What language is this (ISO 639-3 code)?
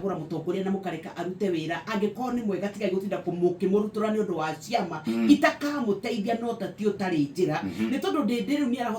kik